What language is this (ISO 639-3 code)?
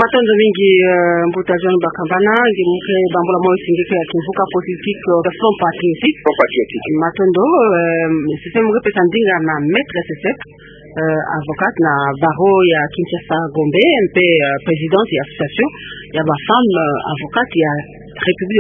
ktu